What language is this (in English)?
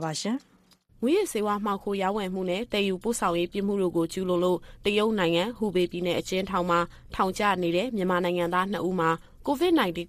Burmese